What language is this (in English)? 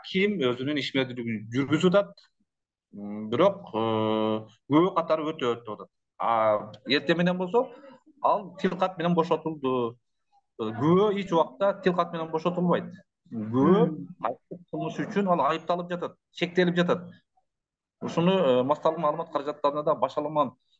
Kyrgyz